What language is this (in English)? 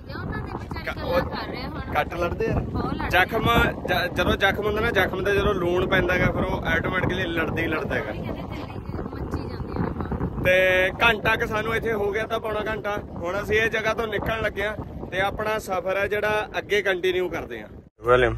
Punjabi